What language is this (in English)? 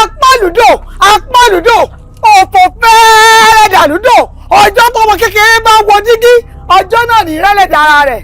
Yoruba